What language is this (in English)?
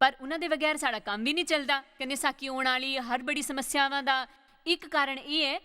Dogri